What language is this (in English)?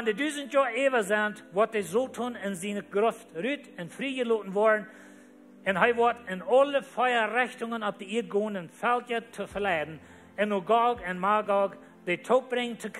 Plautdietsch